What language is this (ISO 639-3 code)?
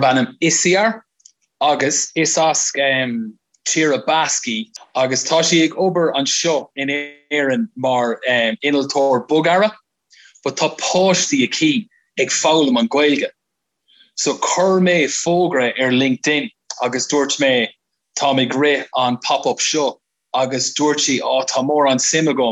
gle